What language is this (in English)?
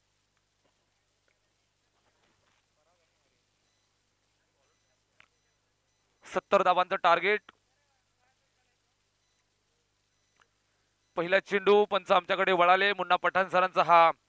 Marathi